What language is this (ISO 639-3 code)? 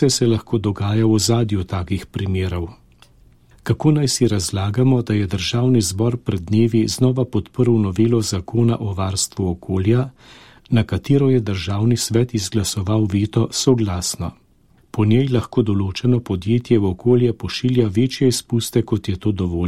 slv